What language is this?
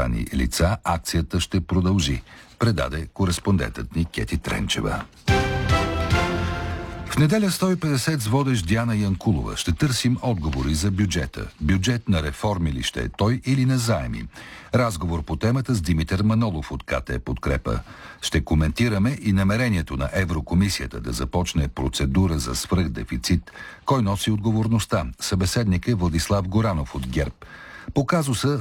Bulgarian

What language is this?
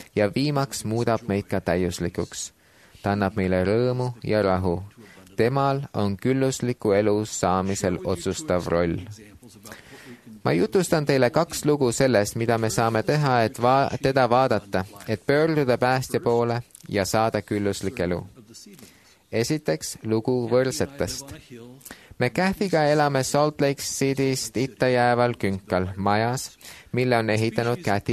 Estonian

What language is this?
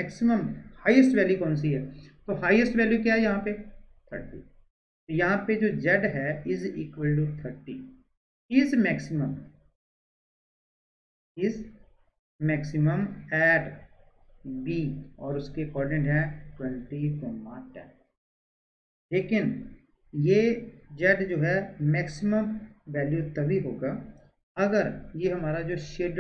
Hindi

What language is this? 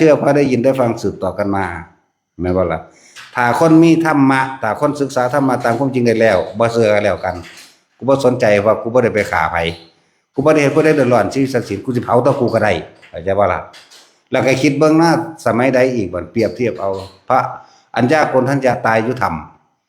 Northeastern Thai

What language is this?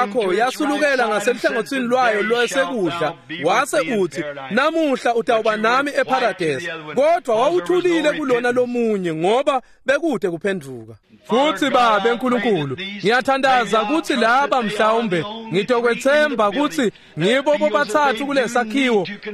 Swati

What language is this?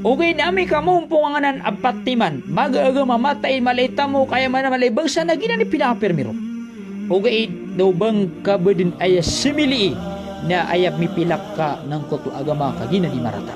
Maranao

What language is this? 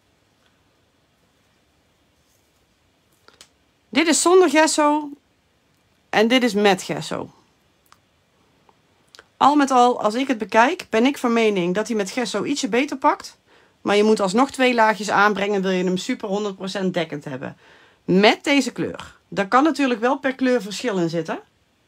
Dutch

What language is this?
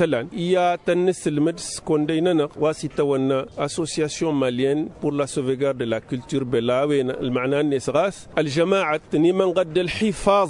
Tamasheq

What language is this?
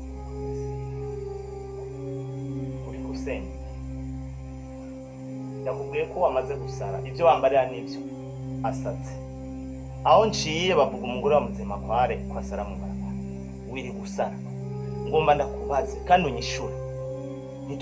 Rundi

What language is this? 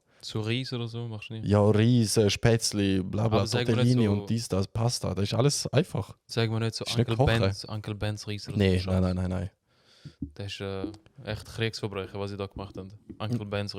Swiss German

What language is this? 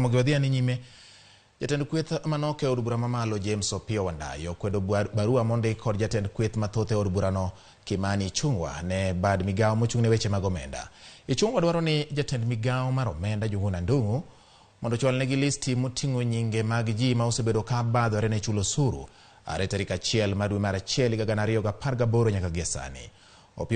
Luo (Kenya and Tanzania)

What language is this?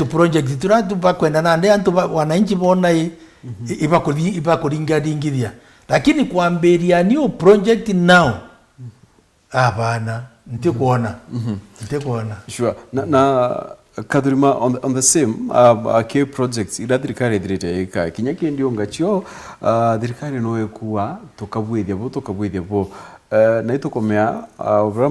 Meru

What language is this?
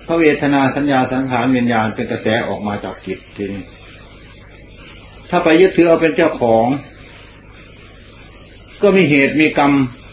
Thai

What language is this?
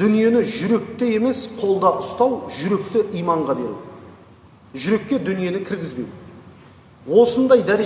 Kazakh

